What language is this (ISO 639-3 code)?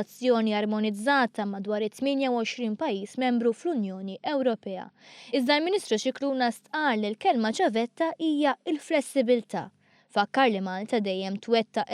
mlt